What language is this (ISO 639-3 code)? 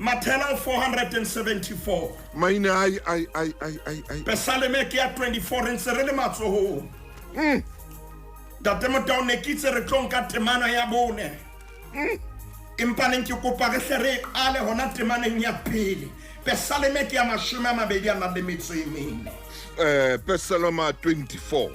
sot